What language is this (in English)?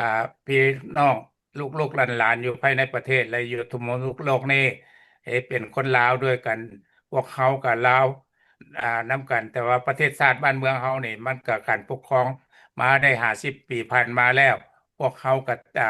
Lao